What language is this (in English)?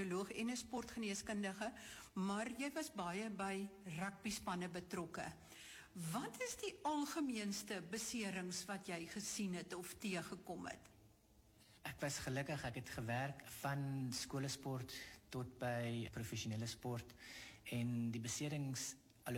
Afrikaans